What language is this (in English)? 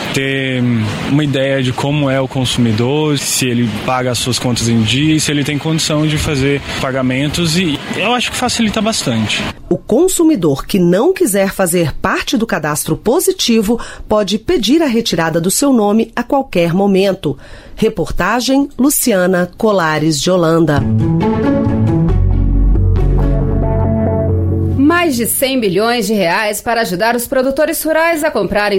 Portuguese